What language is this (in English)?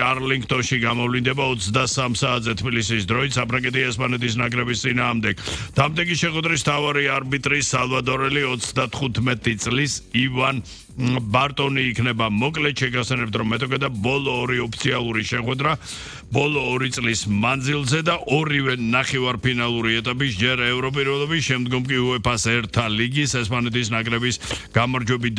Georgian